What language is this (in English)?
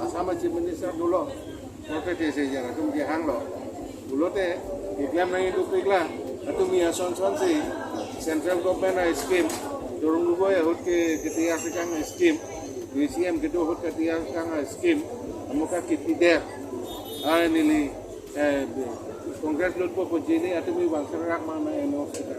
Karbi